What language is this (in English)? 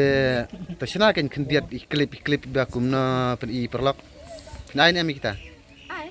Khasi